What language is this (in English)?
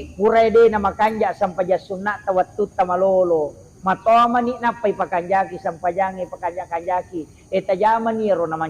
Buginese